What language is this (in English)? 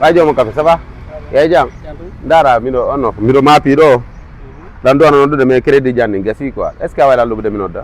Fula